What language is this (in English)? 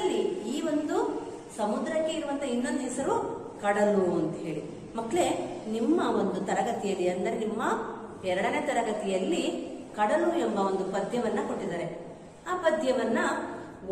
Kannada